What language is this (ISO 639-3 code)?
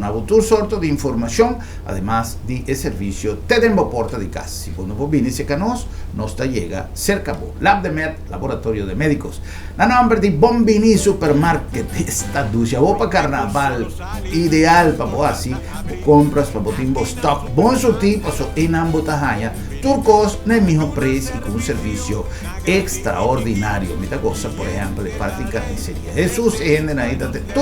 pap